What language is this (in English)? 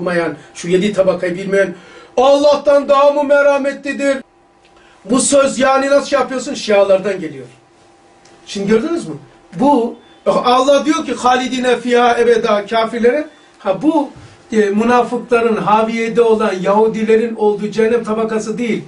Turkish